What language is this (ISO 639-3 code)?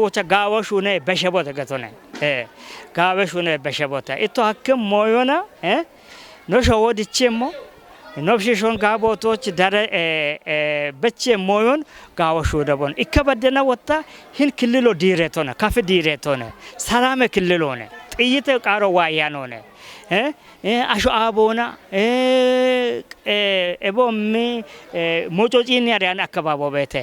kbr